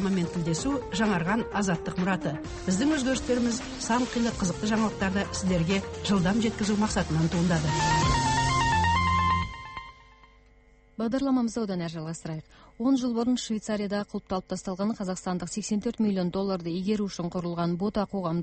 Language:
Kazakh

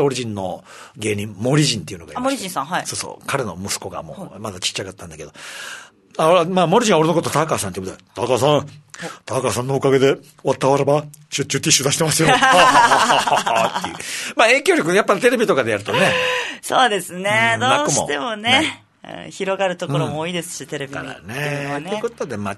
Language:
Japanese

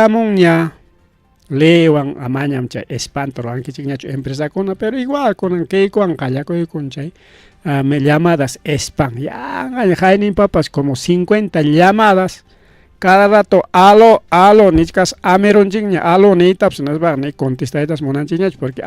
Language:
Ayacucho Quechua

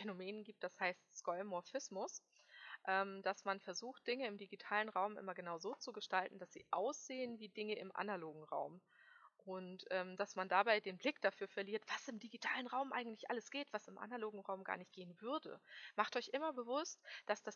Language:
German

